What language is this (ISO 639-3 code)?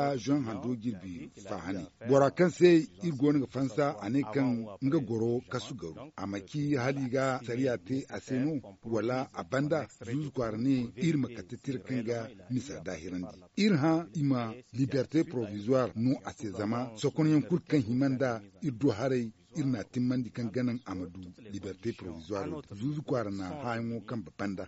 dje